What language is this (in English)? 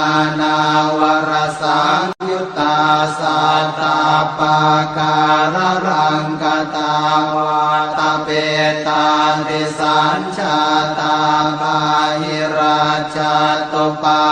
Pali